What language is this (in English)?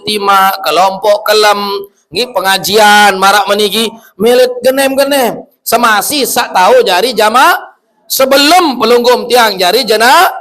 Sasak